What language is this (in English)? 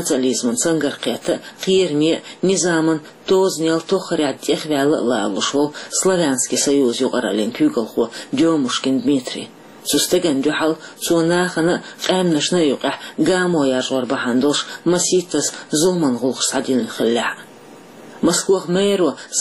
Chechen